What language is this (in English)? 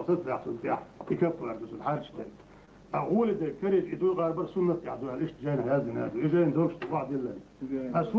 Chechen